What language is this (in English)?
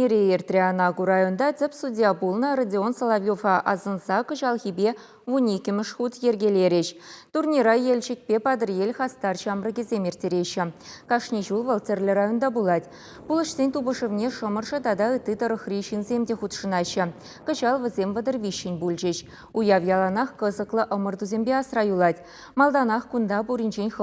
Chuvash